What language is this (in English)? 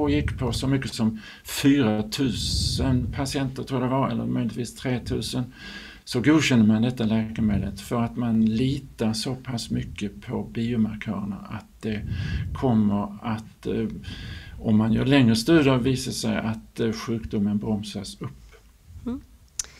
Swedish